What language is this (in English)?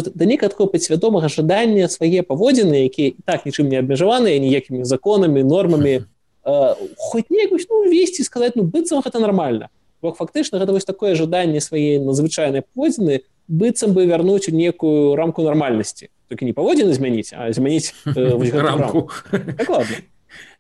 Belarusian